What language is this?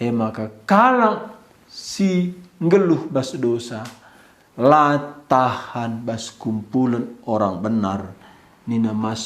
Batak Karo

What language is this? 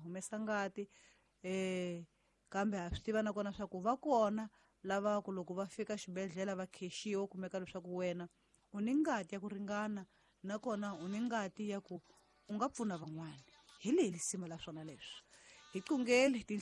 Tsonga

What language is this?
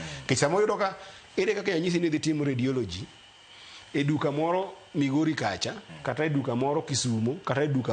Luo (Kenya and Tanzania)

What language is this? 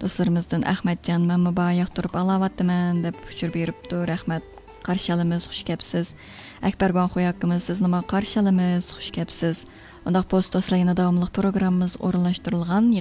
Uyghur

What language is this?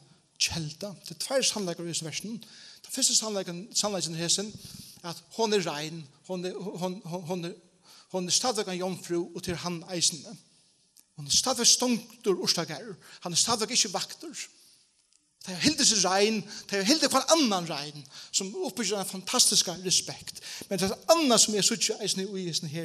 Faroese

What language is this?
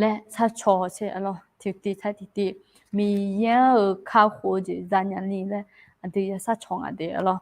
Akha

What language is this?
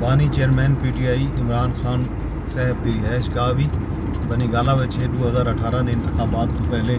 Saraiki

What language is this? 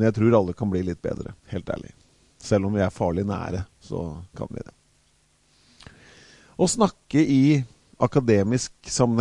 Norwegian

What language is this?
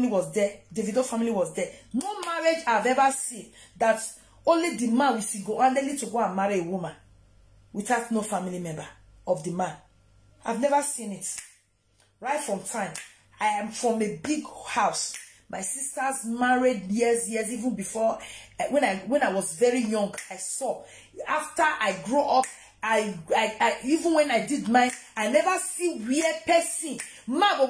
Nigerian Pidgin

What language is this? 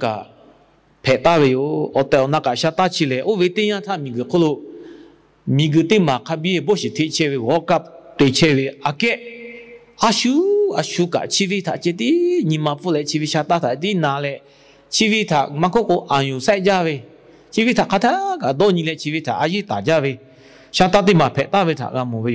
Lahu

